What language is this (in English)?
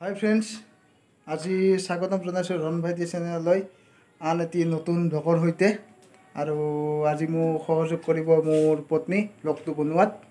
Assamese